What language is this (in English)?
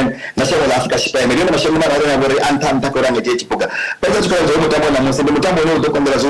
Venda